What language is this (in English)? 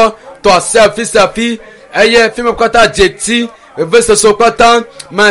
Ewe